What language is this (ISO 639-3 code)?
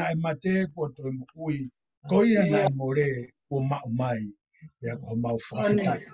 ton